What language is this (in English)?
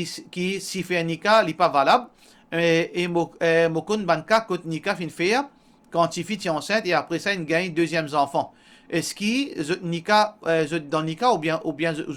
Morisyen